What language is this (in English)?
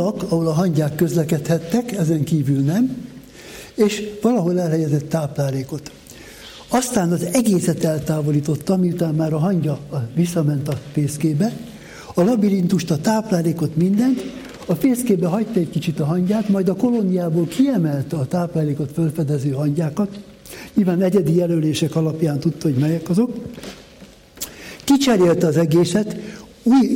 Hungarian